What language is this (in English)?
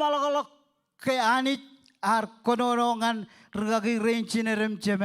Marshallese